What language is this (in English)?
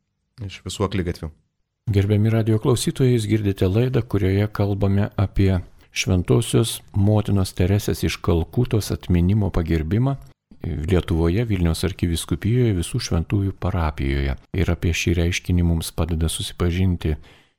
Lithuanian